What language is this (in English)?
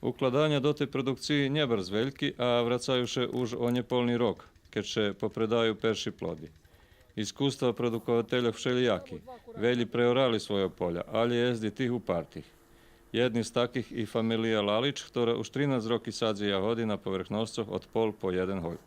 Rusyn